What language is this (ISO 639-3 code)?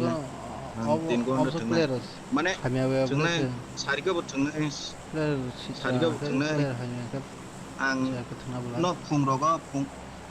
trp